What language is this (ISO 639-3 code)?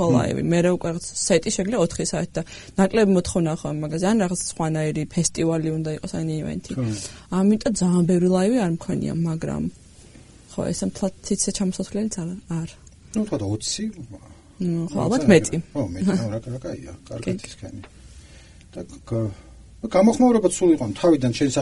kat